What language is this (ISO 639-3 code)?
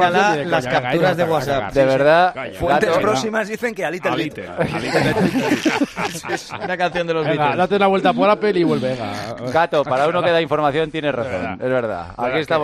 spa